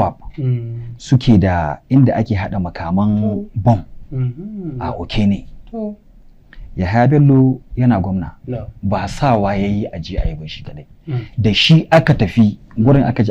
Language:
Hausa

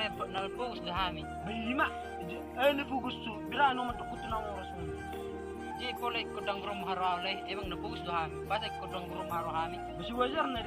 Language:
Batak Toba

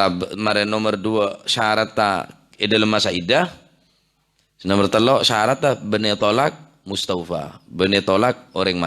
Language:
Madurese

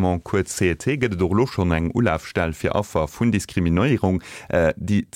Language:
Luxembourgish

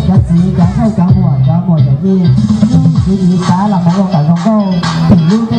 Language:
Hmong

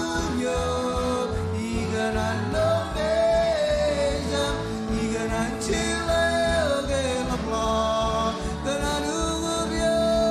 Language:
Marshallese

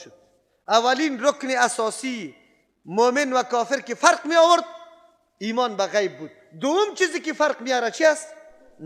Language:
Persian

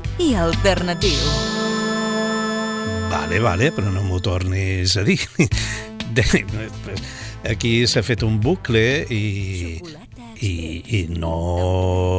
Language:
Catalan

